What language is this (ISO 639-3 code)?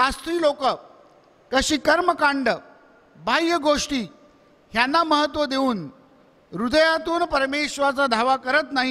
mar